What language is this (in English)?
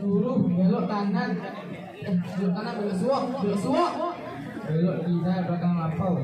Minangkabau